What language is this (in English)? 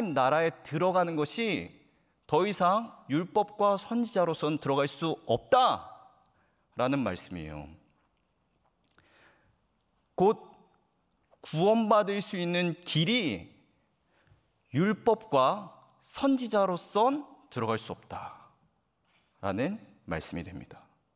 Korean